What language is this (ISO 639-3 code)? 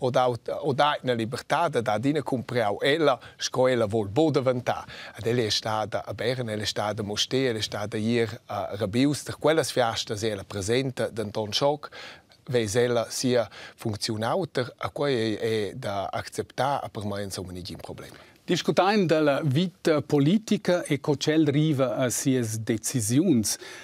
roh